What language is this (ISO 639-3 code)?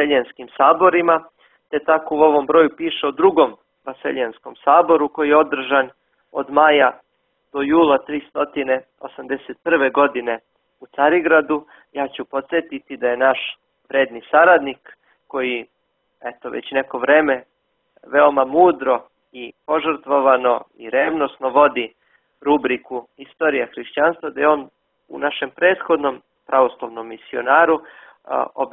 srp